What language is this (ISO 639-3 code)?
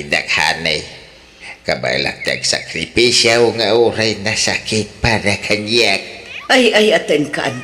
ilo